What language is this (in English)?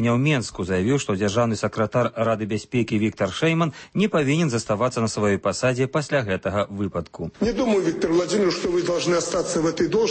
Belarusian